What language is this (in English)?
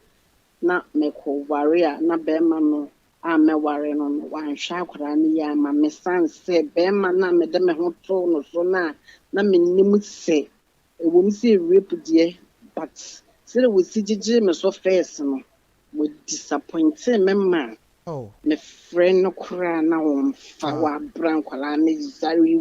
Akan